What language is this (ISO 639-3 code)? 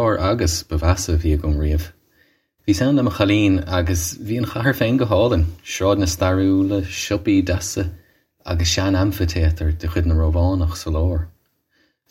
gle